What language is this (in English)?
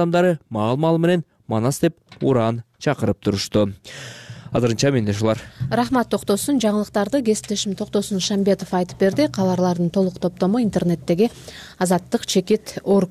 Kyrgyz